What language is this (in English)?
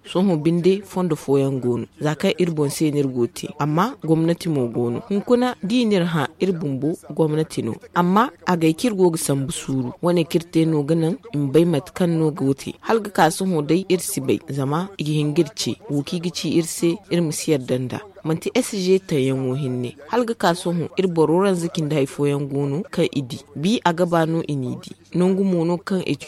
Zarma